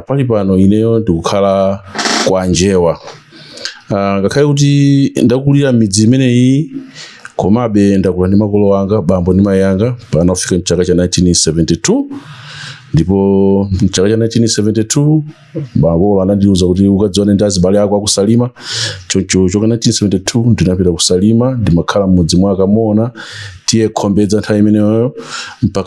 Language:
Nyanja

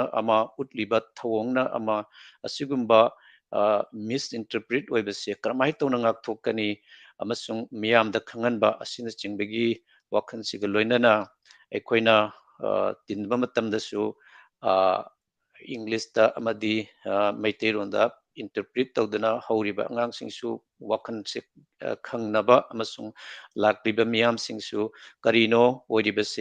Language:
Manipuri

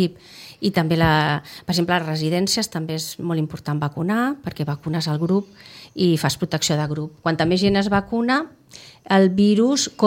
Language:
Catalan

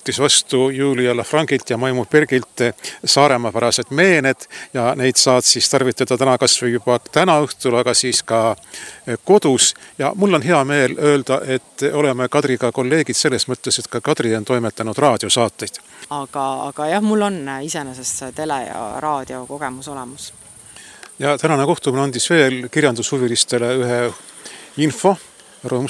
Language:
Estonian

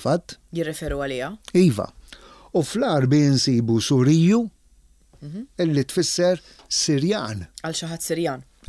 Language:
Maltese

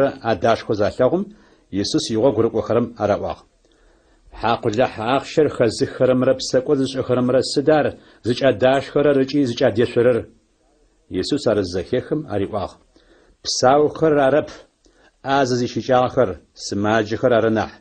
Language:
Adyghe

